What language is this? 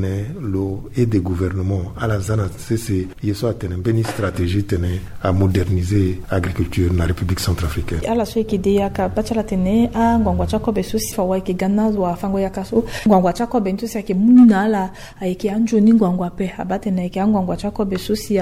Sango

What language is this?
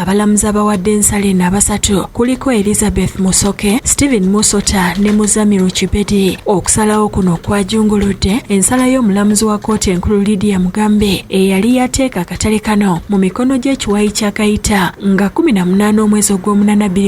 Ganda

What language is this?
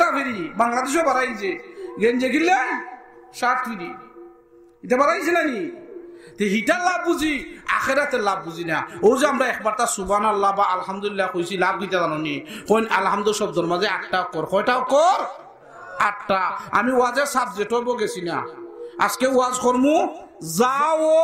Sylheti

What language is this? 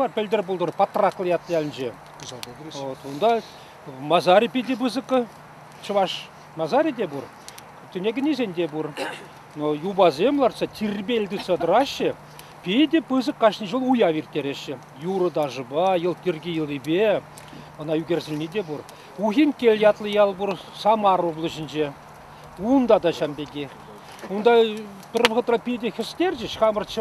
Chuvash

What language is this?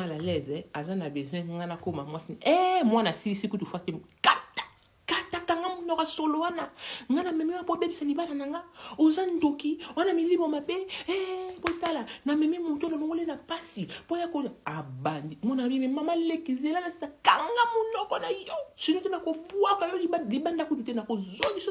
Lingala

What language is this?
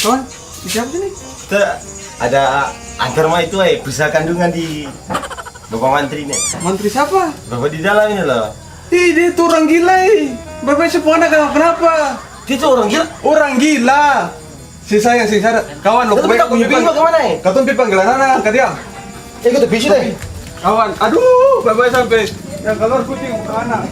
Ambonese Malay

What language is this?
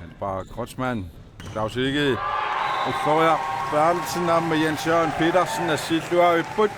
Kalaallisut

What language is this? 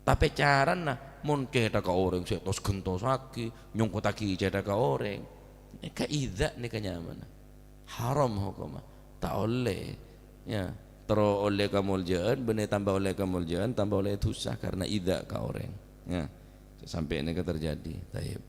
Madurese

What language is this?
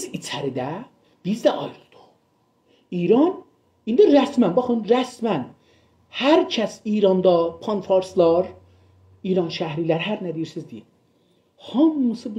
South Azerbaijani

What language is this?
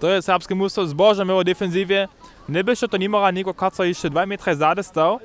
Upper Sorbian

